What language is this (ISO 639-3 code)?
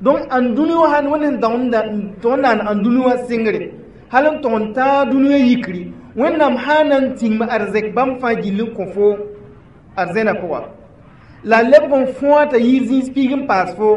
mos